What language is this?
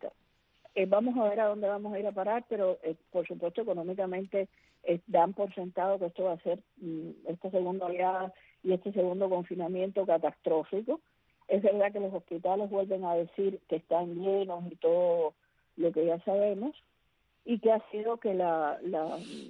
Spanish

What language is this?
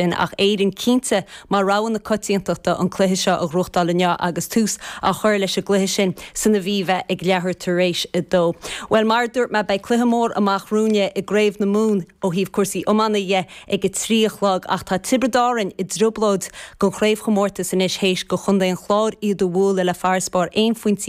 Irish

